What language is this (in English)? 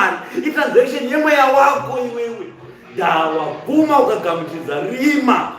Shona